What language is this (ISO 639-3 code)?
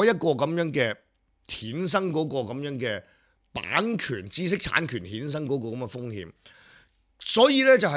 yue